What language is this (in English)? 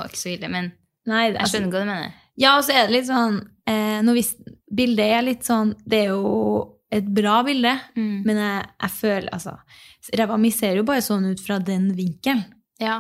Norwegian